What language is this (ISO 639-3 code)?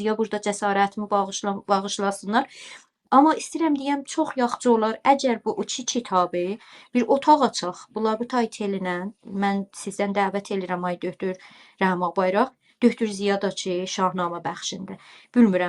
azb